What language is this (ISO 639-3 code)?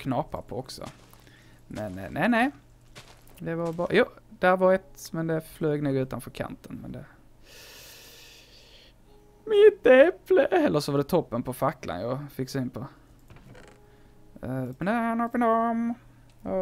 swe